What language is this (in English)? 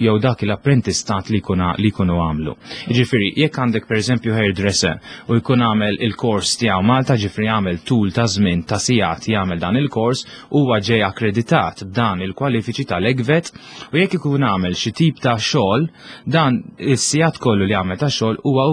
Maltese